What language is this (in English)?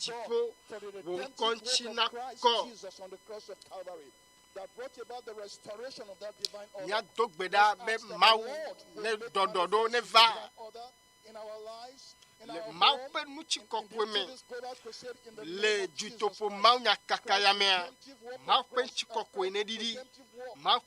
Ewe